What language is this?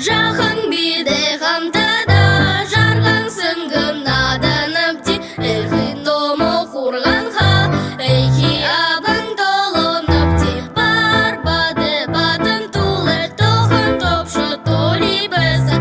Buriat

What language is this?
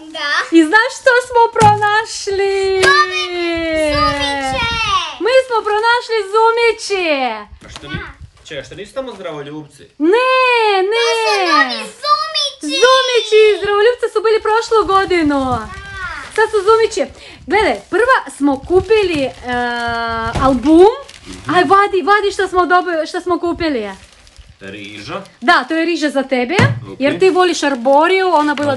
Croatian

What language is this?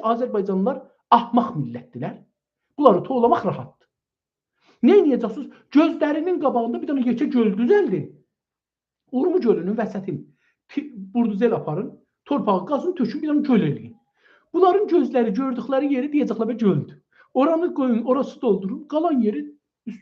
South Azerbaijani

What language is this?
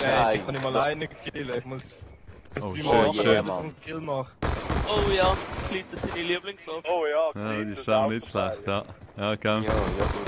Swiss German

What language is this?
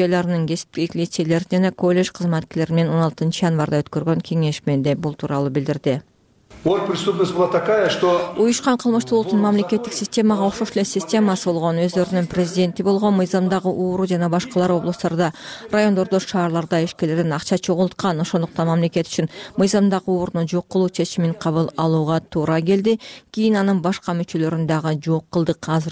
Kyrgyz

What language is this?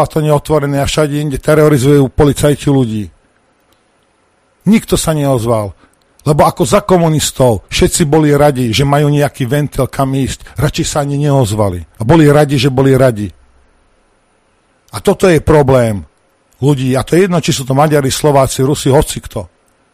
Slovak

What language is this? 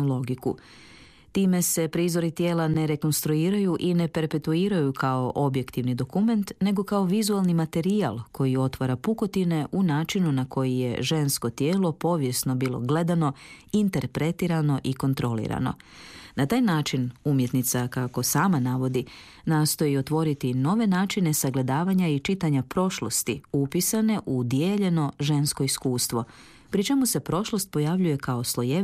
Croatian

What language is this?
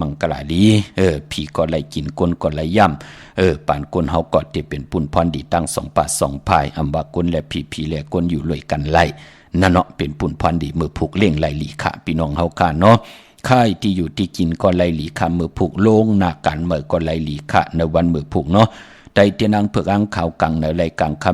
Shan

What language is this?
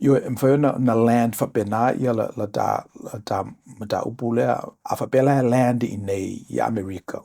Samoan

